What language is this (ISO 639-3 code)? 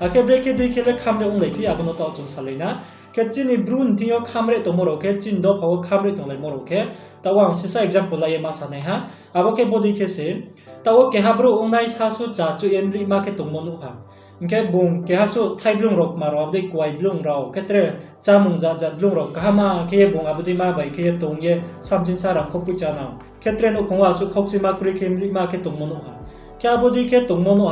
ria